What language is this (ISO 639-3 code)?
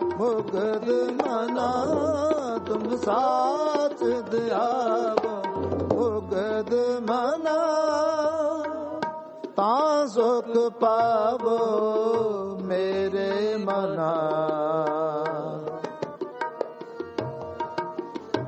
pan